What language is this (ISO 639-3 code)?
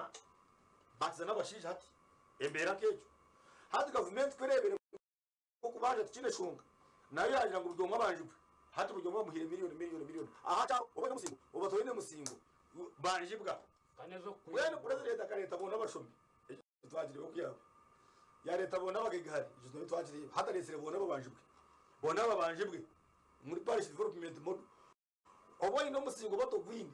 nyn